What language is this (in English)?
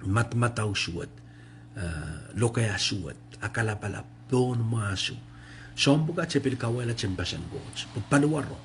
Pohnpeian